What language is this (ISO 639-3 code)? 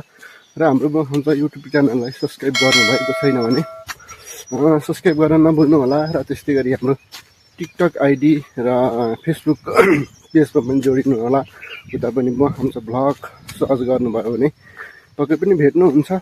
nep